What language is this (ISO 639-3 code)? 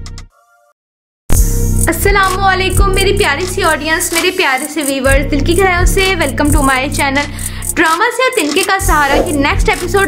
hin